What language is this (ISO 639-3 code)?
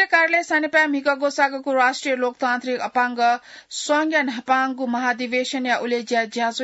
new